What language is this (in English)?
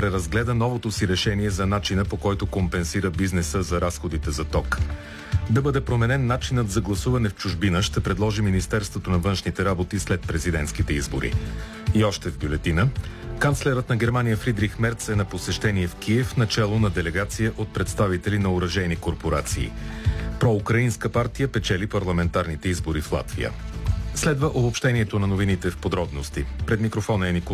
Bulgarian